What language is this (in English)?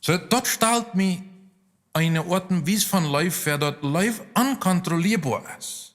Plautdietsch